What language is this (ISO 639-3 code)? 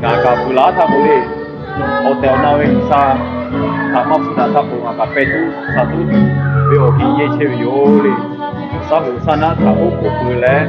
lhu